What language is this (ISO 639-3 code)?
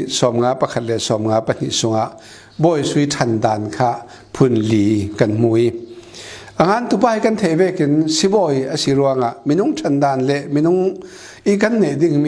cfm